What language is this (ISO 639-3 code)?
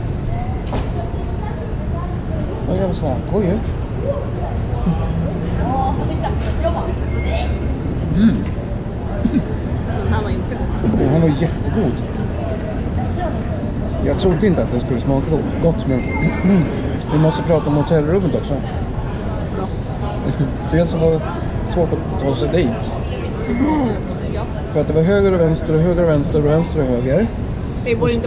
swe